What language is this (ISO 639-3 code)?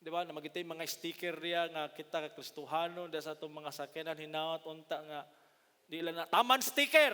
ceb